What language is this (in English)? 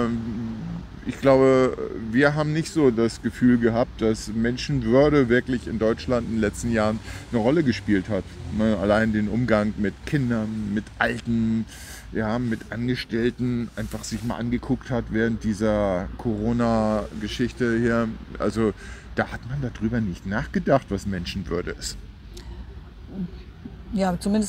German